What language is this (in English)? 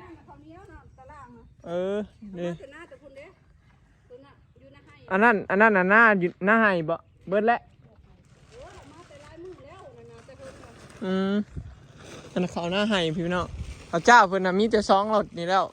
Northeastern Thai